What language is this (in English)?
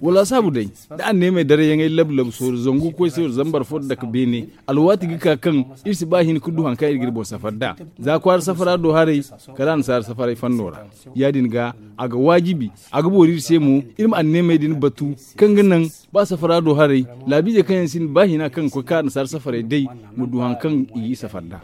Zarma